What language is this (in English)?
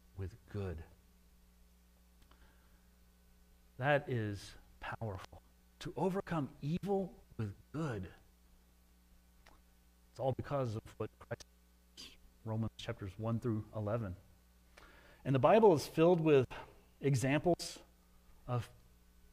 English